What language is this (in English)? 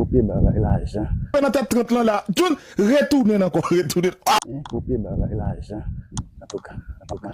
Haitian Creole